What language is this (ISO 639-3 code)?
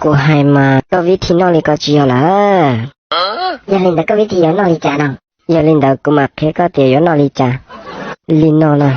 hmn